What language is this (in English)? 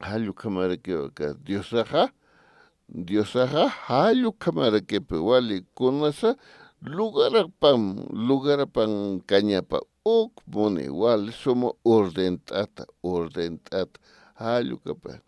Aymara